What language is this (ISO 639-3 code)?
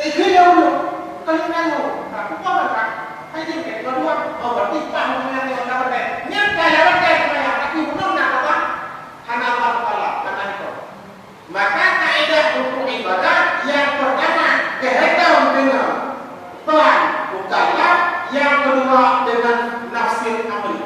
ace